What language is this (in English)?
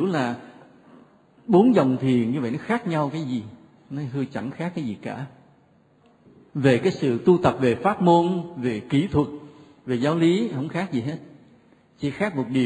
Vietnamese